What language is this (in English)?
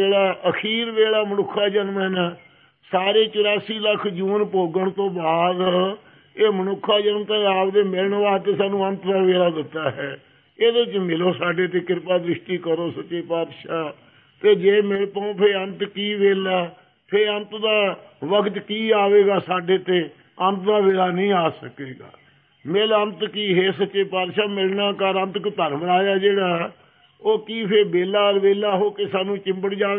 Punjabi